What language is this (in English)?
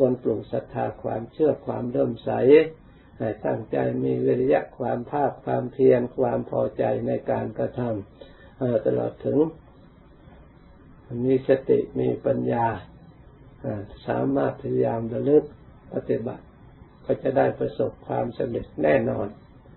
Thai